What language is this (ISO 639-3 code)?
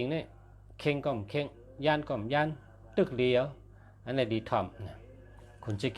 shn